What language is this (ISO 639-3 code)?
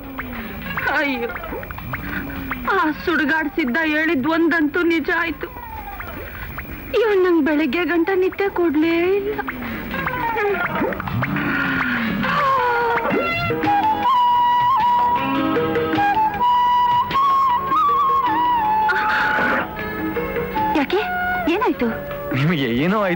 kan